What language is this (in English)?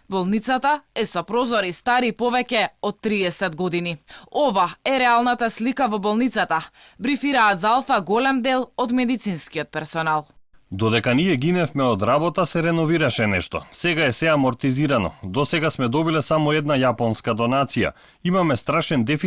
Macedonian